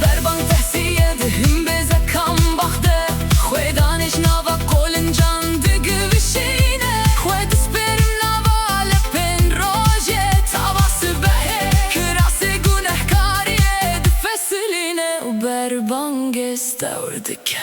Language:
Kurdish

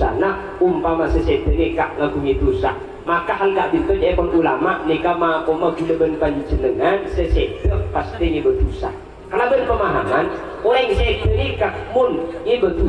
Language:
Madurese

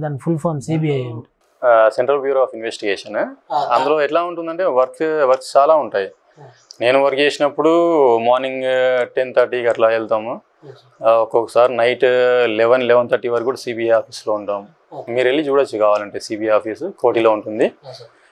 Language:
Telugu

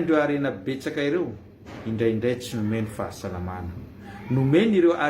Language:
Malagasy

